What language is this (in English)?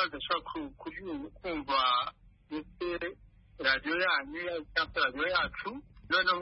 Kinyarwanda